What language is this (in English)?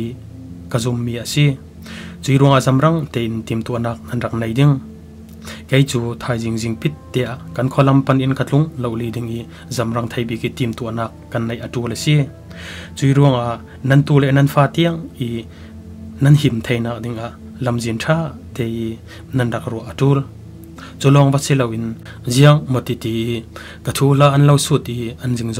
Falam Chin